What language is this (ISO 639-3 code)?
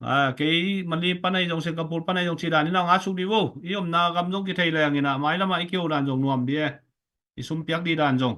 ctd